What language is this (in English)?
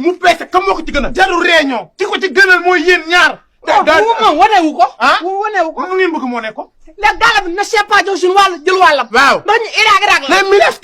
Wolof